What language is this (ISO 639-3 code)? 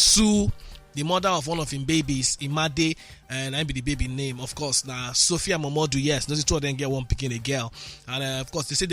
pcm